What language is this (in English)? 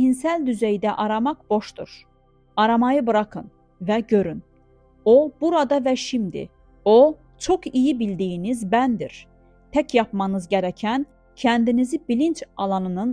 Azerbaijani